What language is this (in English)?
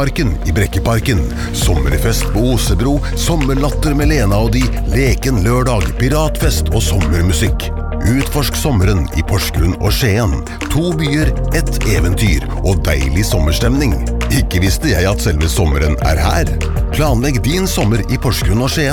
Norwegian